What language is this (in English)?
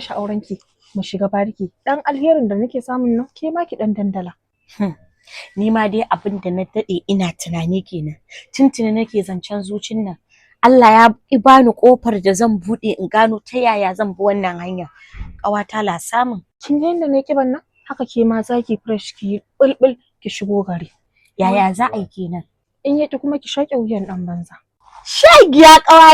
Hausa